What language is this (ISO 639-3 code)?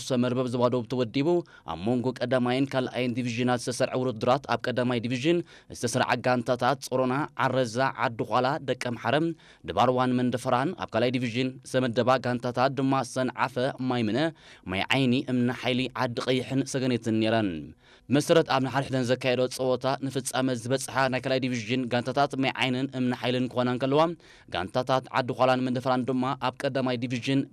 tir